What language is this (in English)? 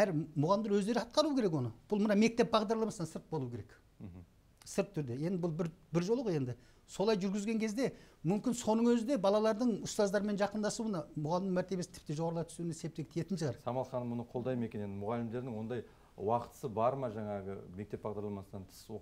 Kazakh